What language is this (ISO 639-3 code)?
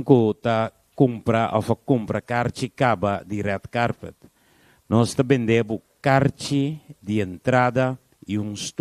pap